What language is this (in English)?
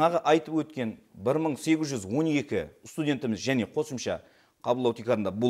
Kara-Kalpak